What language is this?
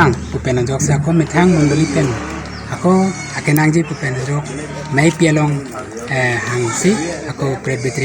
Karbi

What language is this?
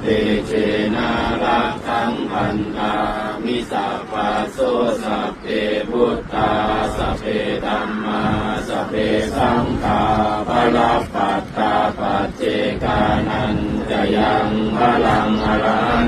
Pali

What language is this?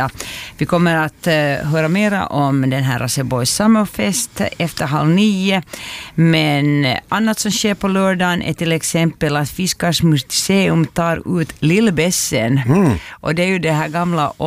Swedish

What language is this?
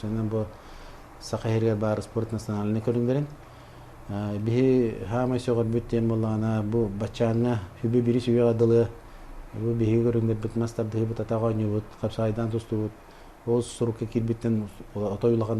Yakut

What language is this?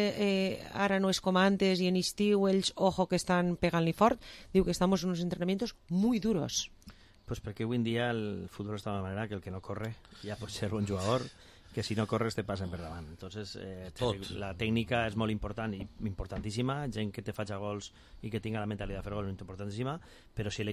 Catalan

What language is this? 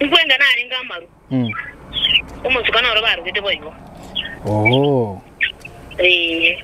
Gusii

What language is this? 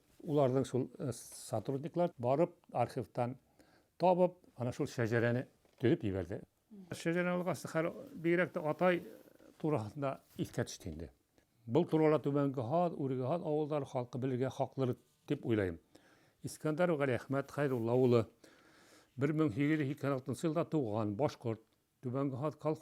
Bashkir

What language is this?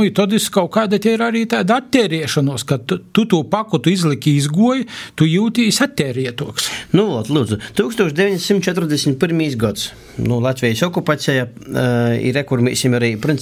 Latvian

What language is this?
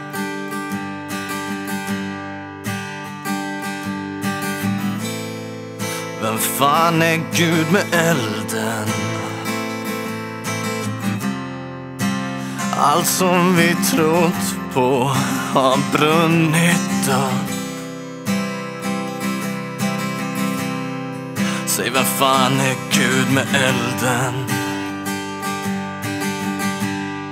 Swedish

